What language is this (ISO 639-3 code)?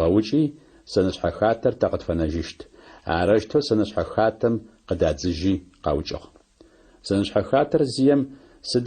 ady